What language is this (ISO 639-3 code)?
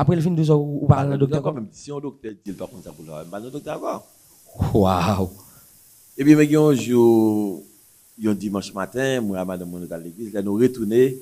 hat